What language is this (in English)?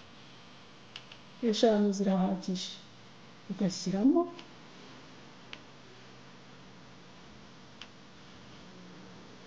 Kinyarwanda